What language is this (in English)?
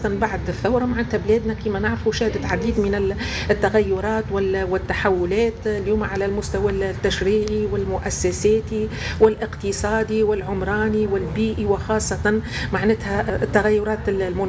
Tunisian Arabic